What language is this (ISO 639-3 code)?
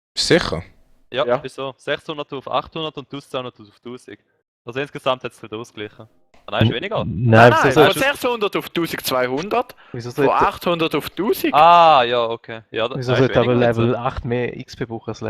gsw